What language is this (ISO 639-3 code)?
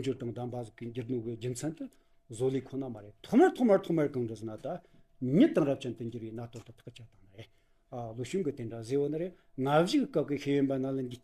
bod